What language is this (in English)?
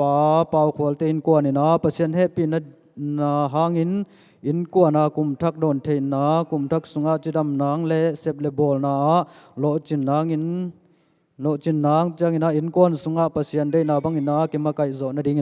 Tedim Chin